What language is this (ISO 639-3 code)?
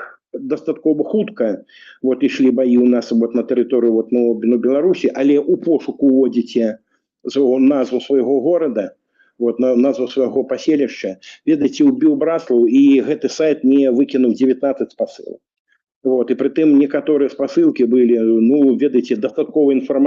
bel